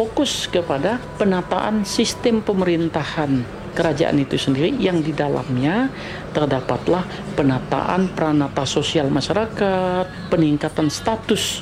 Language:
Indonesian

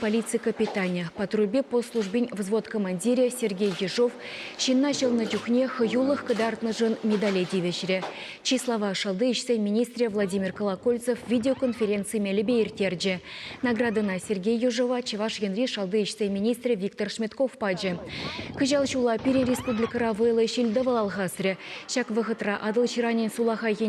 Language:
Chuvash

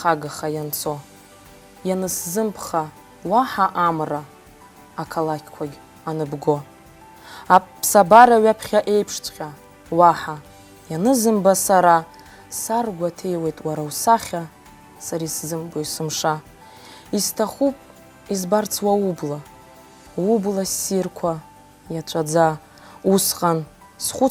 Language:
Abkhazian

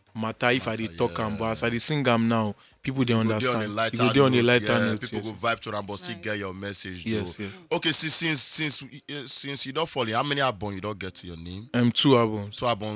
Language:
Nigerian Pidgin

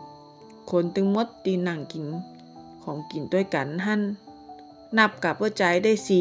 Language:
Northern Thai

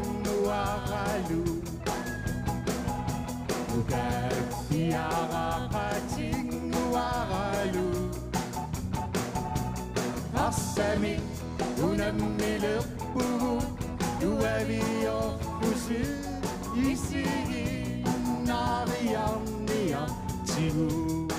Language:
Kalaallisut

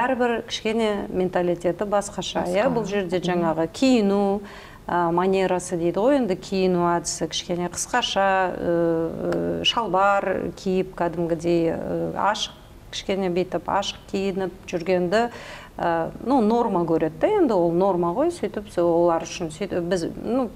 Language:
Kazakh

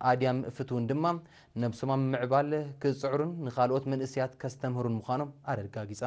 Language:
Tigrinya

